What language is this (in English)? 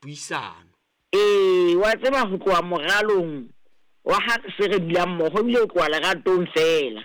Southern Sotho